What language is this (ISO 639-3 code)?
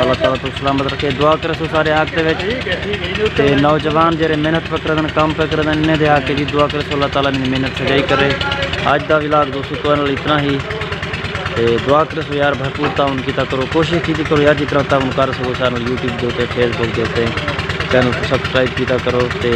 skr